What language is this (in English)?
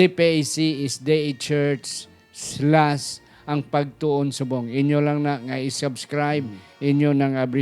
Hiligaynon